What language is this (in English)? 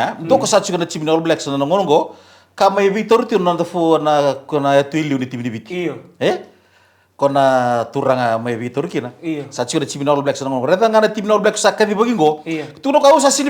Fijian